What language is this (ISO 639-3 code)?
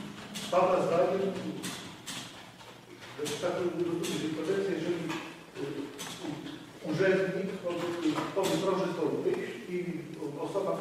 pol